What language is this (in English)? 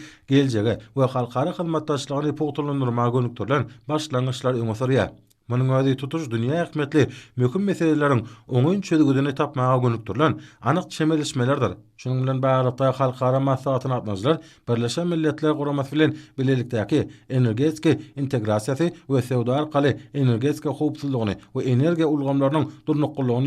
Turkmen